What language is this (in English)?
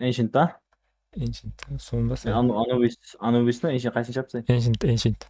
Kara-Kalpak